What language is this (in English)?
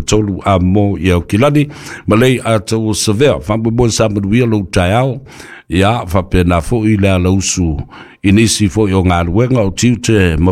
Samoan